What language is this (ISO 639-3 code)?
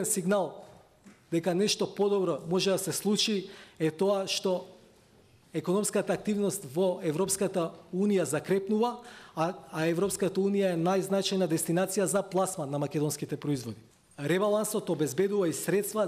mkd